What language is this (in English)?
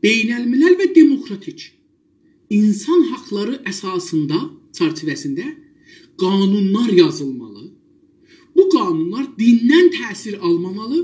South Azerbaijani